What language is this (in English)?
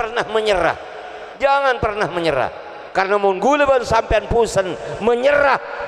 Madurese